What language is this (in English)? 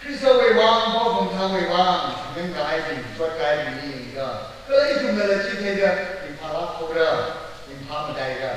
Tangkhul Naga (India)